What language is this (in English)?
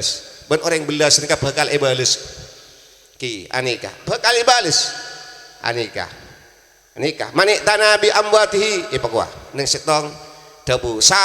Madurese